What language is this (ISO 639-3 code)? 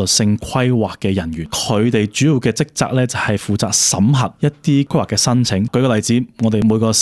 yue